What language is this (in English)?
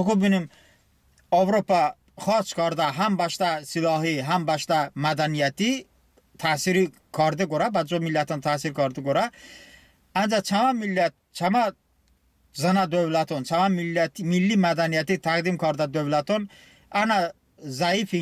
Talysh